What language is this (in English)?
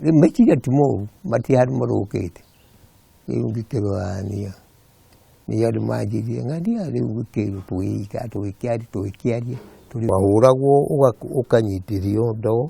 Kikuyu